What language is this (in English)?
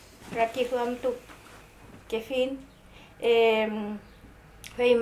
Mapuche